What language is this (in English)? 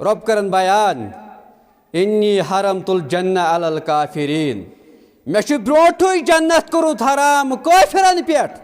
Kashmiri